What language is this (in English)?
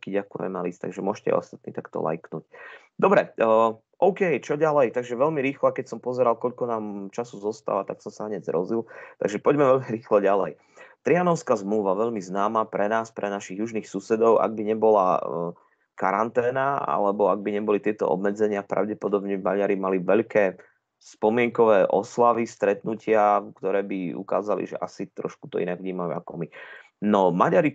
Slovak